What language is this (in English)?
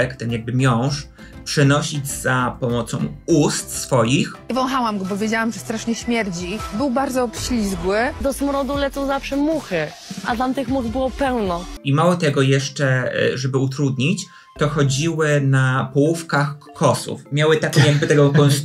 Polish